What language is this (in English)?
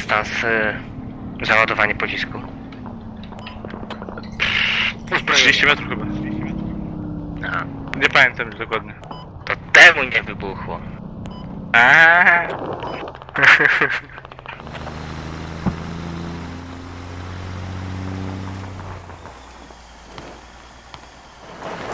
Polish